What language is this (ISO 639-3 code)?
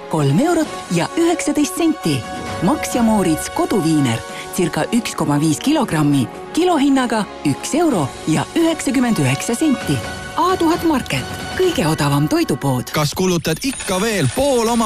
est